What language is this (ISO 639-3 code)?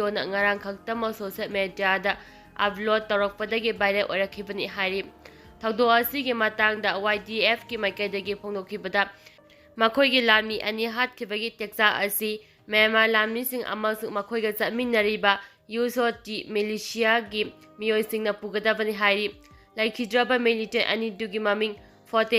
mni